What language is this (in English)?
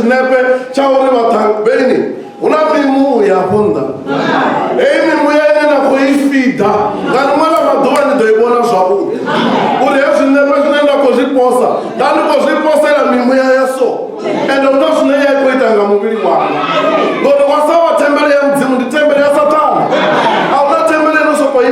Venda